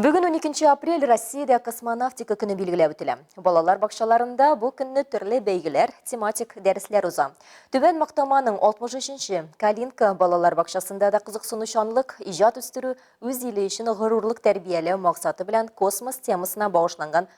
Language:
Tatar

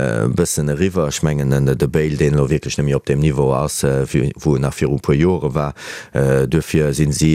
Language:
Luxembourgish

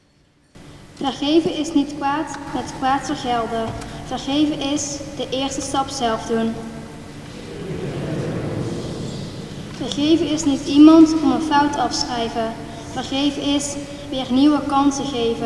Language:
Dutch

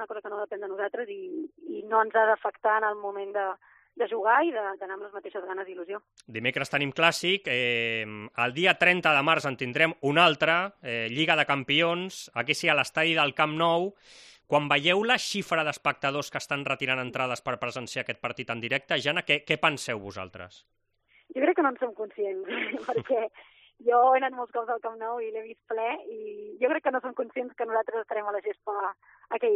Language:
Catalan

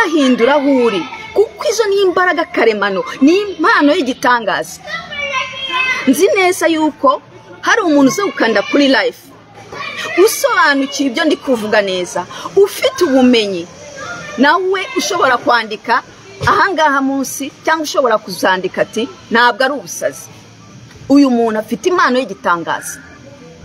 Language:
Kinyarwanda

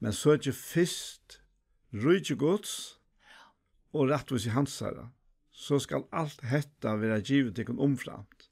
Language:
Faroese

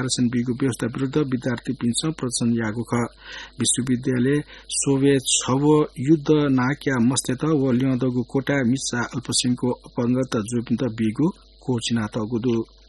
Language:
Newari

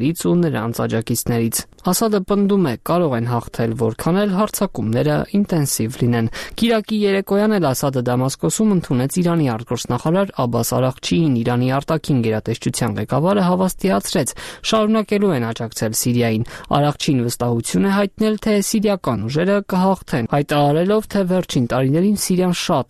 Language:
Armenian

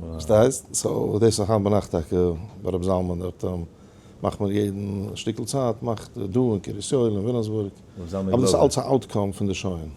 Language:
Yiddish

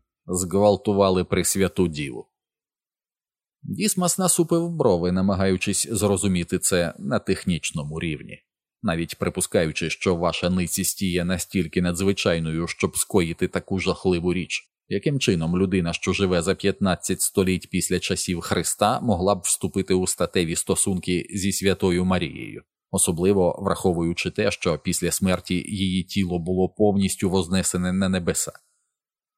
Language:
Ukrainian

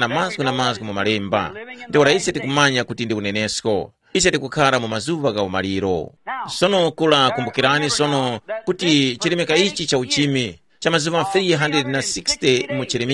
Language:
Tumbuka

